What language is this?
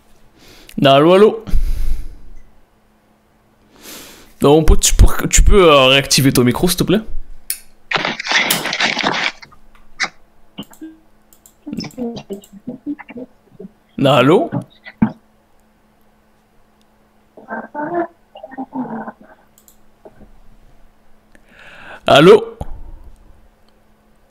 French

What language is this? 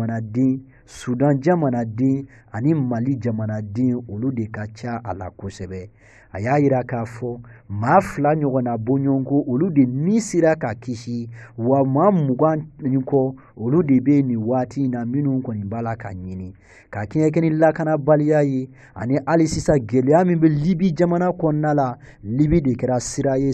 Bambara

